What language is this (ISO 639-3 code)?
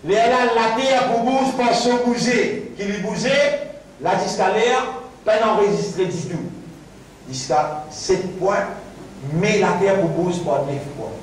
mfe